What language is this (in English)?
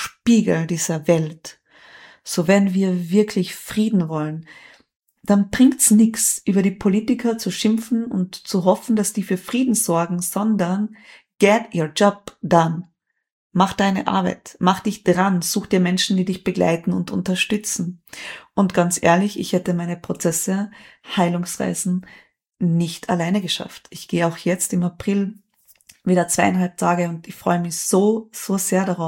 German